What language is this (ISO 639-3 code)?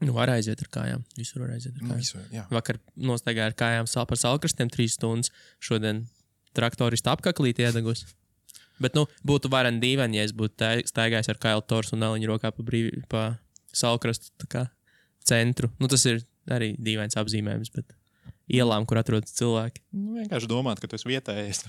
lav